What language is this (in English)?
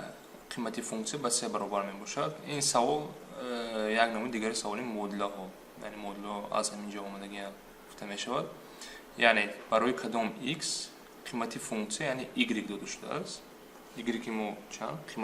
Tajik